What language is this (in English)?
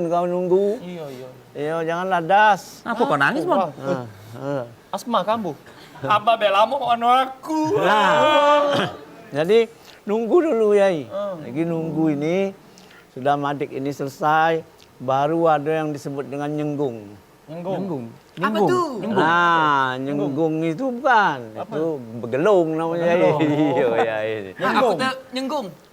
Musi